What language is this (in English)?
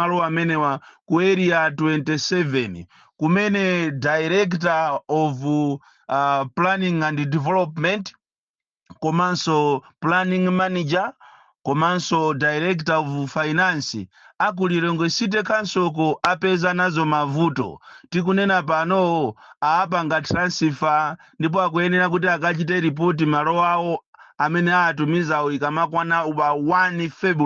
Nyanja